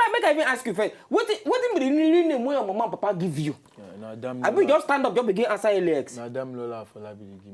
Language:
Nigerian Pidgin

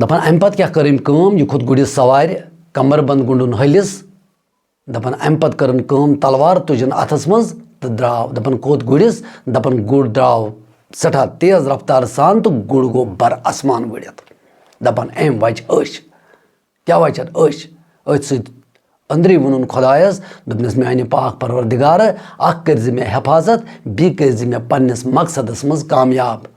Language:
Kashmiri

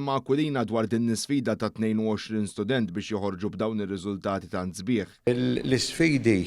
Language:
Maltese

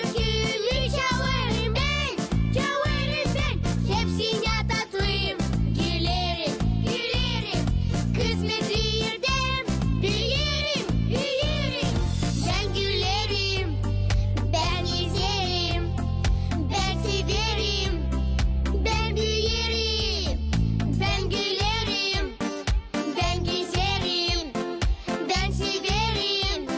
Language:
Gagauz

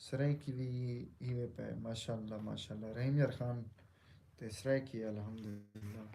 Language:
Saraiki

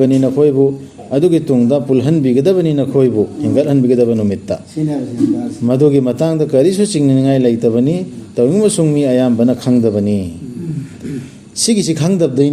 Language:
Manipuri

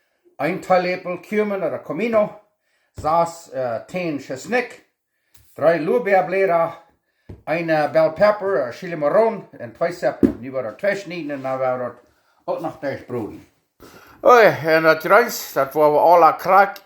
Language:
Plautdietsch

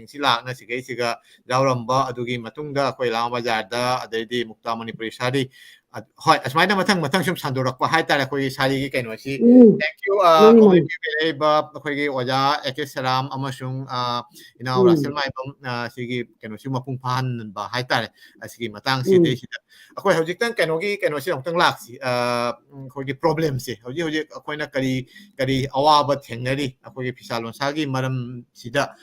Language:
Manipuri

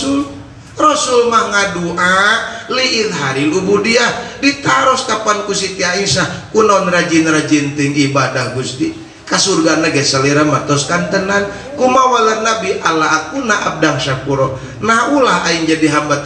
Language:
Sundanese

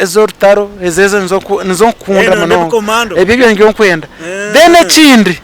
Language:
Nyankole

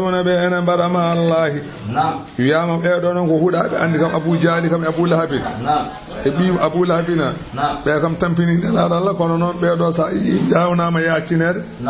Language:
Fula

